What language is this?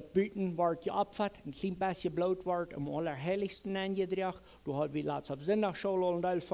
Plautdietsch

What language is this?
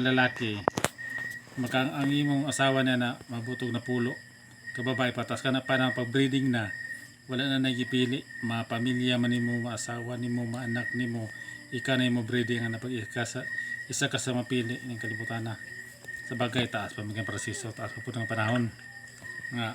Cebuano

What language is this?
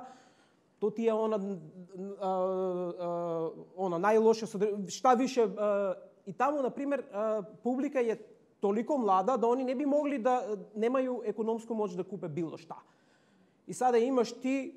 Serbian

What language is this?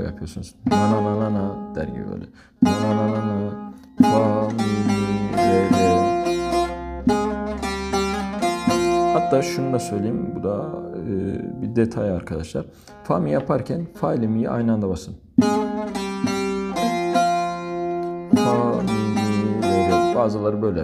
Turkish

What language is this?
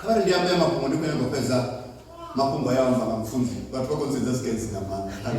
Venda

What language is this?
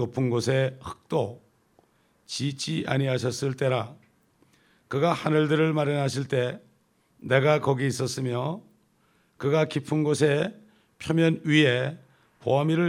Korean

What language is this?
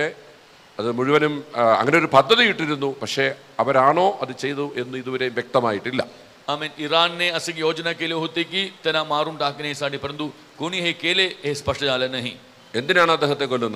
Malayalam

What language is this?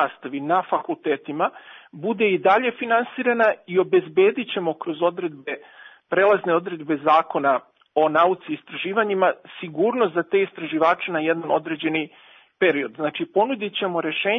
Serbian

